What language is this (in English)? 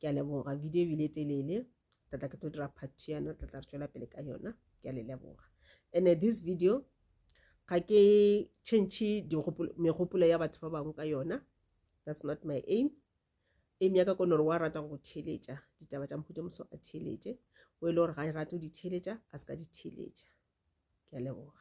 Northern Sotho